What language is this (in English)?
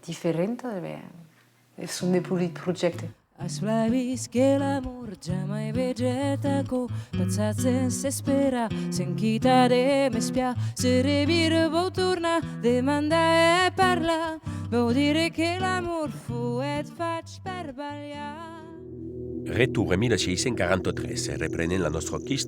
Occitan